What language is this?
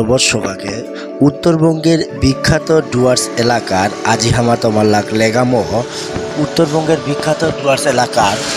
Bangla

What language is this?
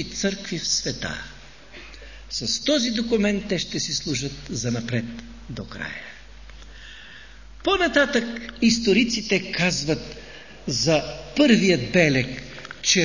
Bulgarian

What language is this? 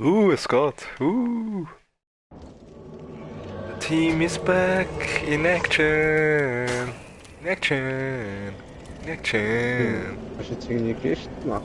Swiss German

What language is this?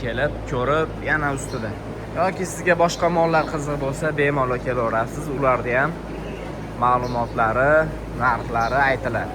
Uzbek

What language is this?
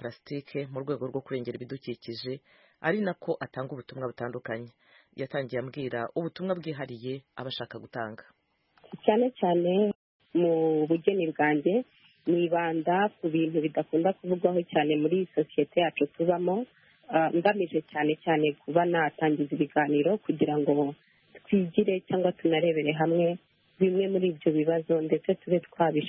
Kinyarwanda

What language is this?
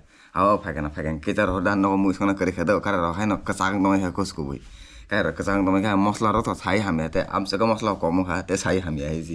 Kok Borok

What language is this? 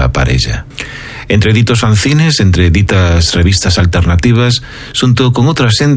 Galician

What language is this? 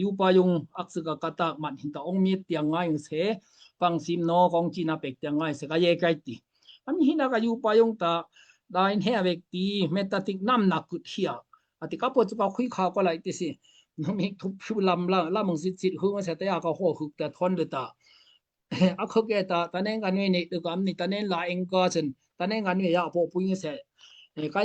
Daai Chin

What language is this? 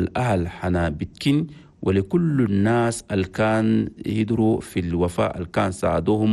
Chadian Arabic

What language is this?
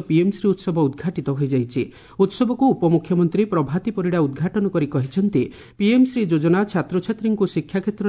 Odia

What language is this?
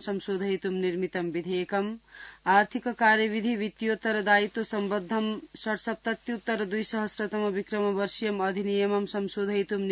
Sanskrit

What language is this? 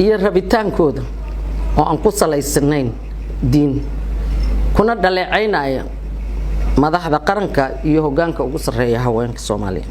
Somali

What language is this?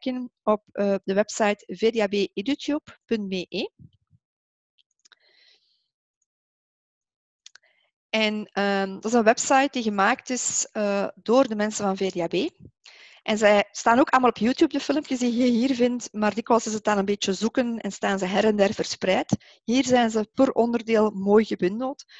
Dutch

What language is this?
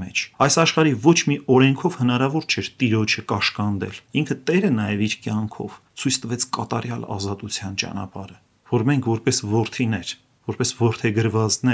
Armenian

